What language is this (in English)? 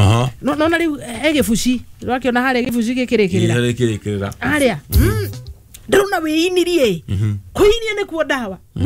Kikuyu